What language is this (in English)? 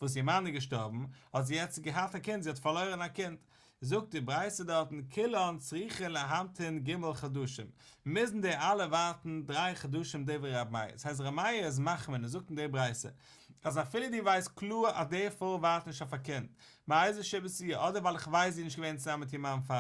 Yiddish